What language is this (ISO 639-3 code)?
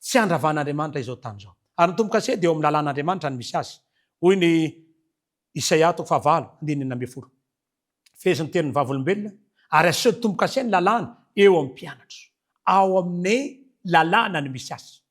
mlg